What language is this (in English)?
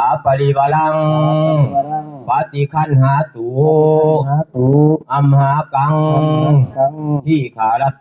Pali